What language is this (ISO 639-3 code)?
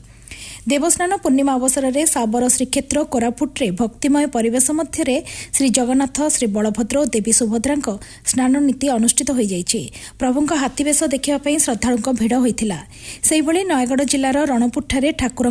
ori